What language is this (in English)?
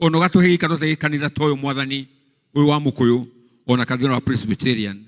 Kikuyu